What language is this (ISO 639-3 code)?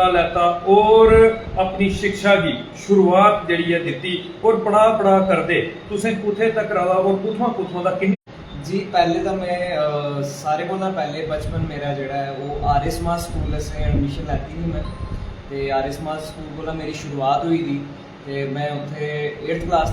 doi